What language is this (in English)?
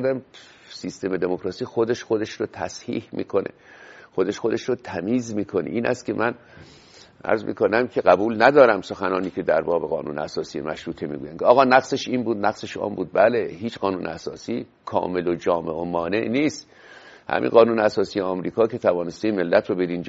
Persian